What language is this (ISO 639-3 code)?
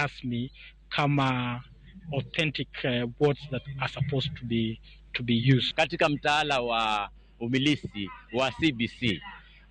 luo